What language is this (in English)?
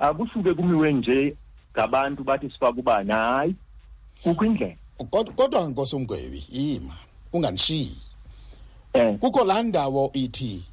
Xhosa